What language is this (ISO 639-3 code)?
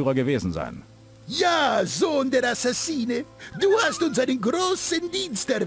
bar